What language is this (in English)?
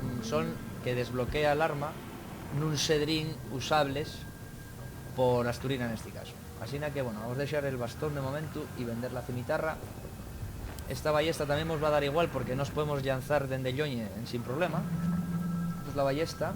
Asturian